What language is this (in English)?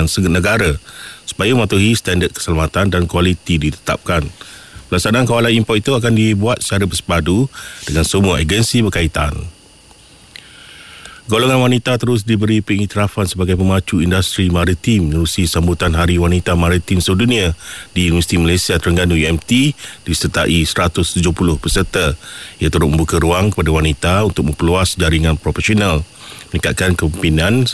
Malay